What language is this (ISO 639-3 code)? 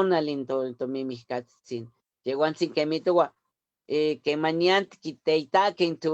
nhe